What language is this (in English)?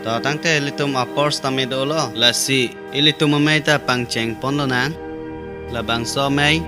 Karbi